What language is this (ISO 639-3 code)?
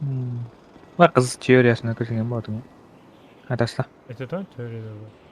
kaa